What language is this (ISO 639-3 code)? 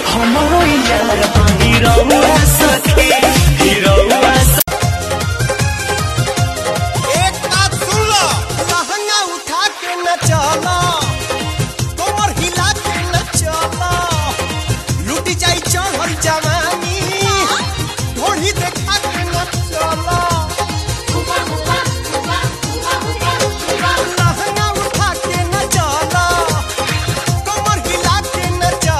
bho